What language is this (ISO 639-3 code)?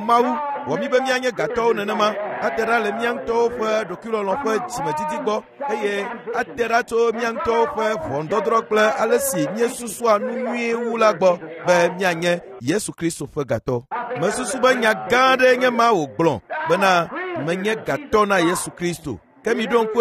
ewe